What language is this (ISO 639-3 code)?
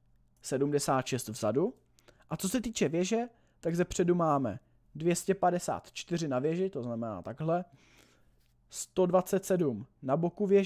ces